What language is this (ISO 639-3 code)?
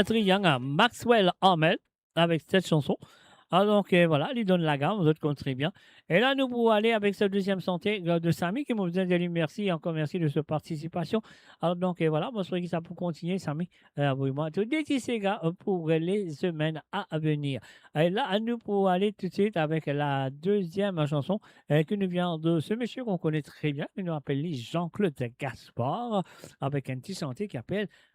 mfe